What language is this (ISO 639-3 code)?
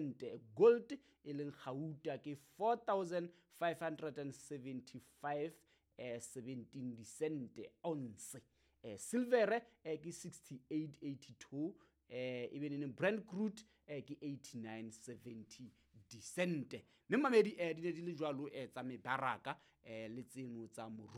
sot